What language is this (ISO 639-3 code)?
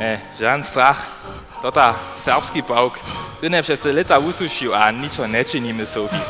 hsb